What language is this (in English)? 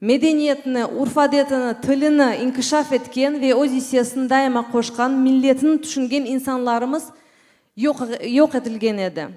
Crimean Tatar